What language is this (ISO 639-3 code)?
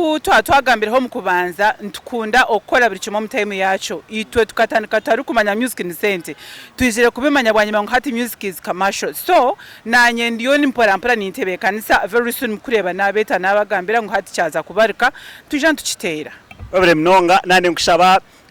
nyn